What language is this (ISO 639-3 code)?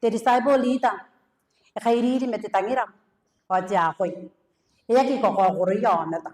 gil